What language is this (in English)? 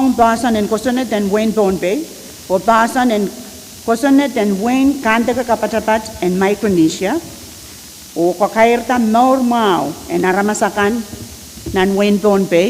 Pohnpeian